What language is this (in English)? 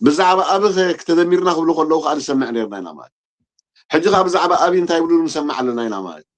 Tigrinya